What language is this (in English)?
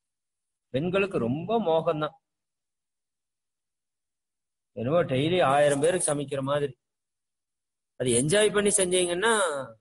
Tamil